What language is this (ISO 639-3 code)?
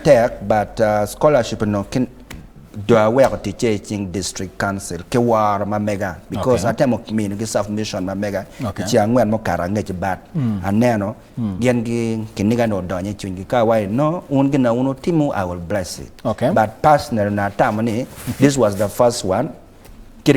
ach